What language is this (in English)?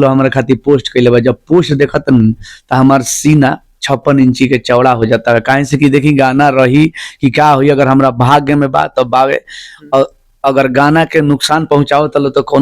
Bhojpuri